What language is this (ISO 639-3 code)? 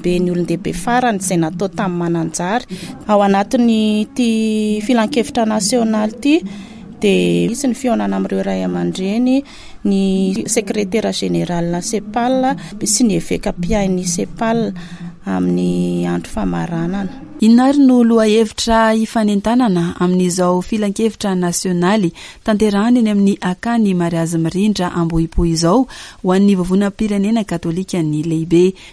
mlg